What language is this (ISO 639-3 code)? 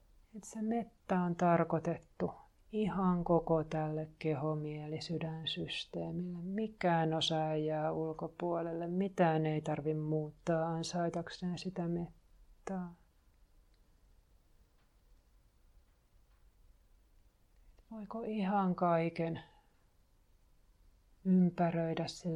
fin